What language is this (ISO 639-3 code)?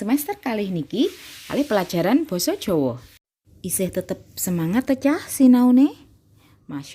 jav